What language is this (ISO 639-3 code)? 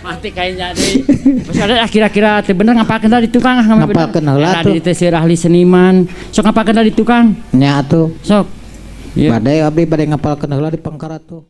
sun